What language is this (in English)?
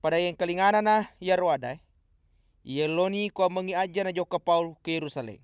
Buginese